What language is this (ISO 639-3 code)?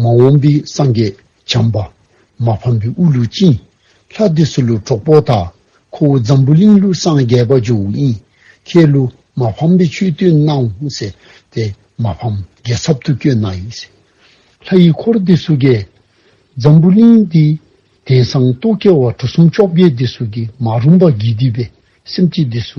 dzo